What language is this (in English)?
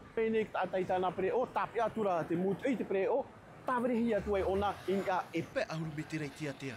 Tahitian